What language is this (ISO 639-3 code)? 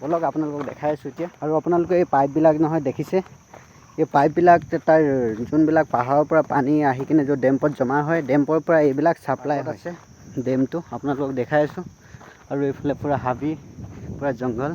asm